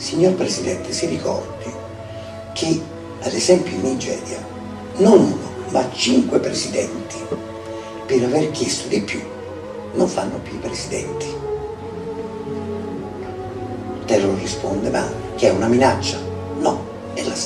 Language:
Italian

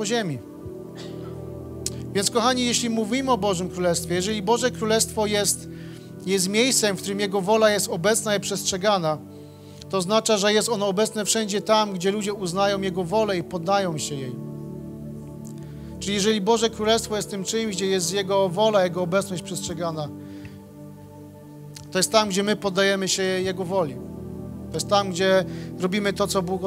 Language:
Polish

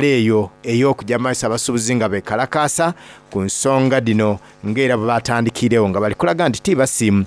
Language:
Soga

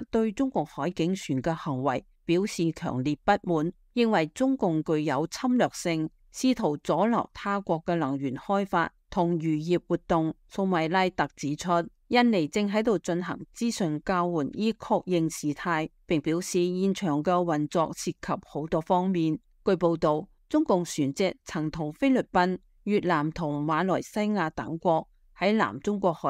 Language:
Cantonese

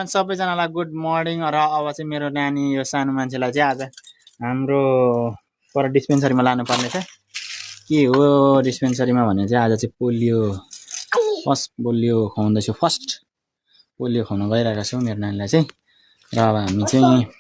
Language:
Nepali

